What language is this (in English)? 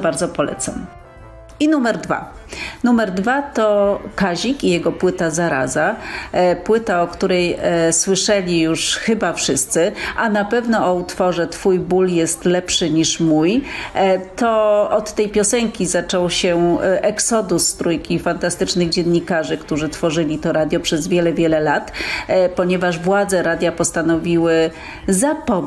Polish